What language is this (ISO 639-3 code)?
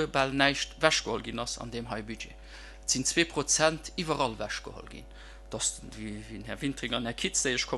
ltz